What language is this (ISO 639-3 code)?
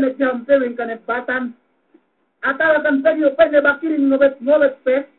yka